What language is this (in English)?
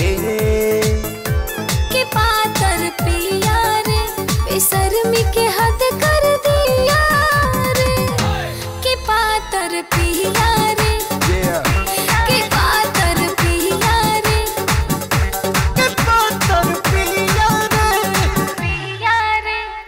Bhojpuri